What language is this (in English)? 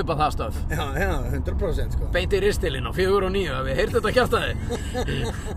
Icelandic